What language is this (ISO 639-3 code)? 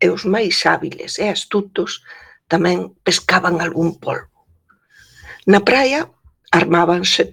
glg